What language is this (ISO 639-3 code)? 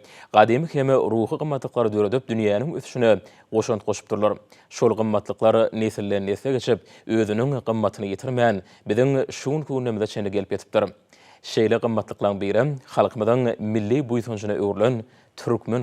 tuk